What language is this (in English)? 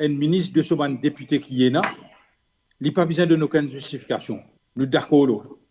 Morisyen